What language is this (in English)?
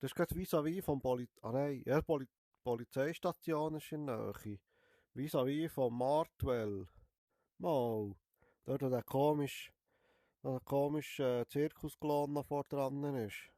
Swiss German